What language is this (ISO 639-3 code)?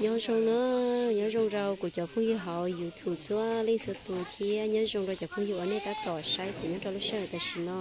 hmn